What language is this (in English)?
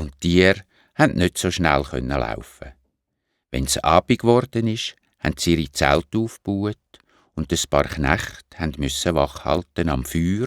Swiss German